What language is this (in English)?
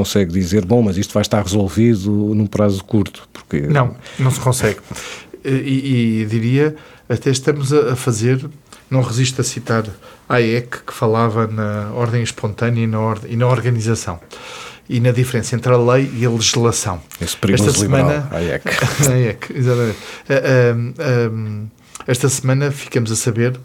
Portuguese